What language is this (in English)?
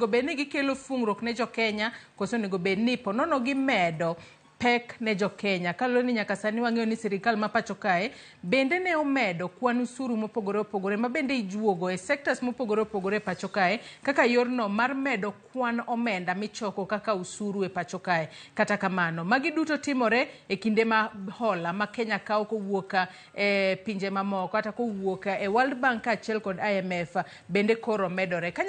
Luo (Kenya and Tanzania)